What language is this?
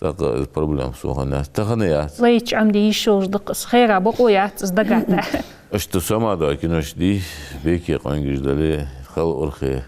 Ingush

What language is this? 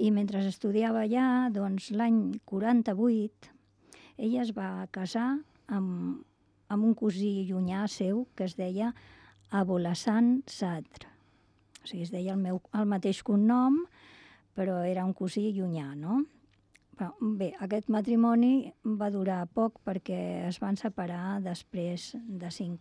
Catalan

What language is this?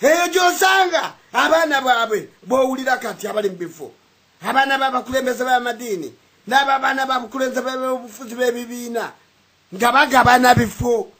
Ganda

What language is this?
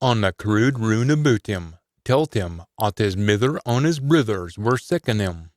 Scots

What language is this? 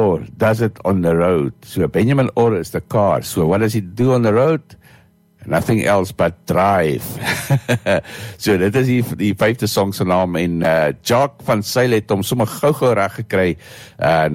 Afrikaans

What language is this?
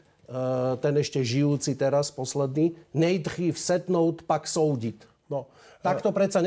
Slovak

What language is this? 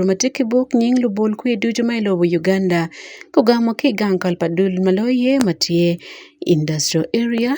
Acoli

